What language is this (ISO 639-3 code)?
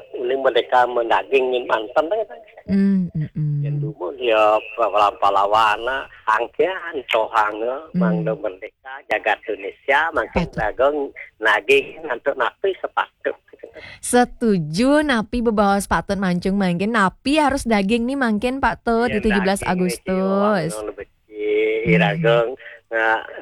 ban